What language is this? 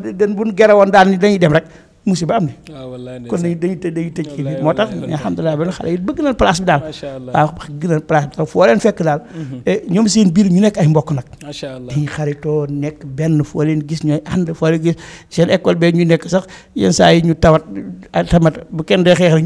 Wolof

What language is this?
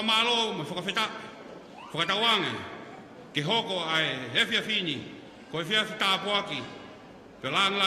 Tongan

